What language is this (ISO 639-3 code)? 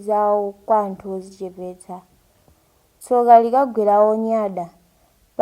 nya